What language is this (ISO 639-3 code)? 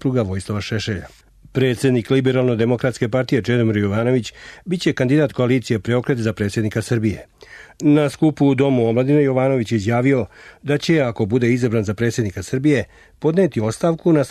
srp